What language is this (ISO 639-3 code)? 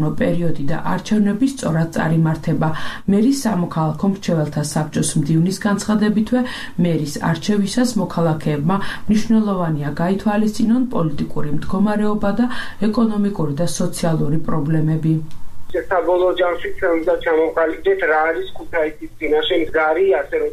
kat